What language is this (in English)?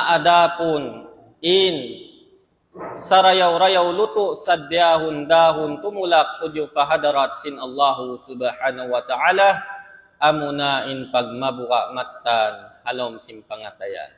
Tausug